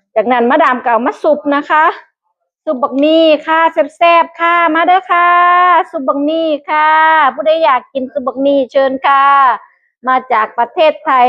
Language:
Northeastern Thai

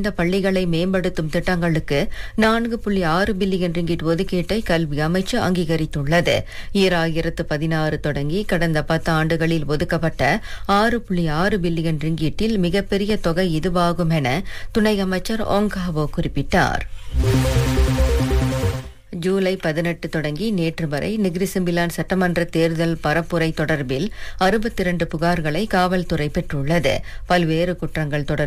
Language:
Tamil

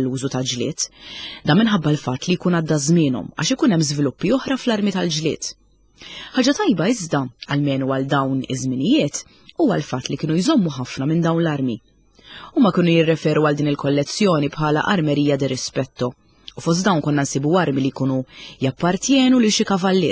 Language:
Maltese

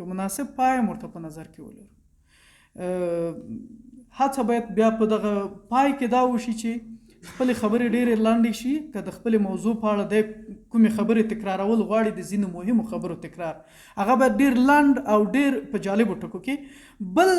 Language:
Pashto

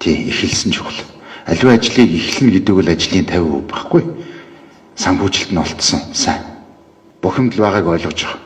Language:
Mongolian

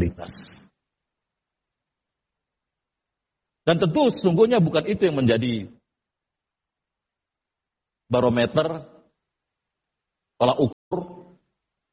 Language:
Indonesian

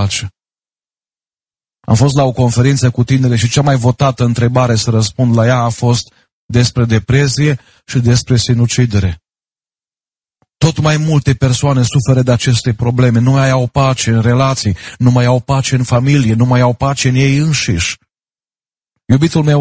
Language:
Romanian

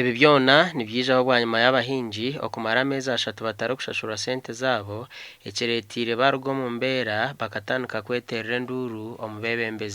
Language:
Nyankole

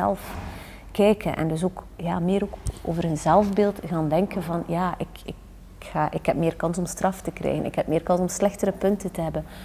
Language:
Dutch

